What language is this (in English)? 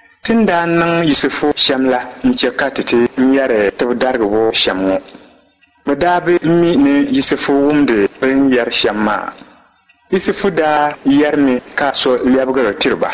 Dagbani